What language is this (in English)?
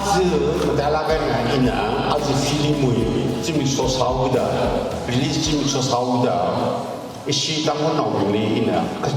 Tangkhul Naga (India)